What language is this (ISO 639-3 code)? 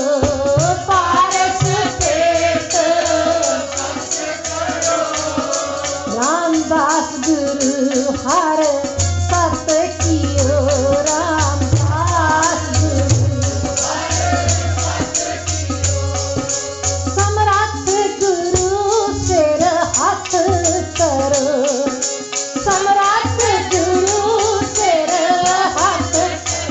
pan